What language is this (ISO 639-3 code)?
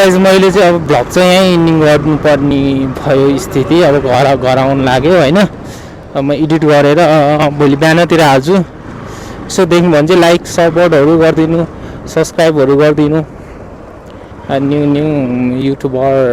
nep